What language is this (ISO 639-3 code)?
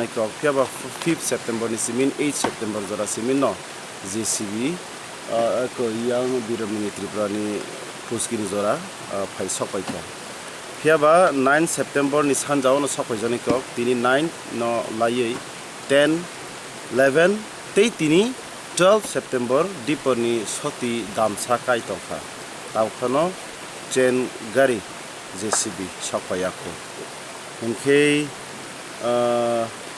trp